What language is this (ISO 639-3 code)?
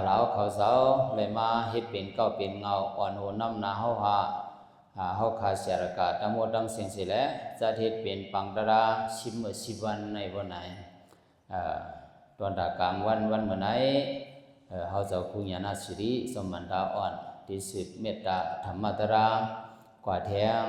shn